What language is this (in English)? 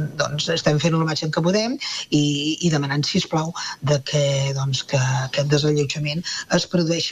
Catalan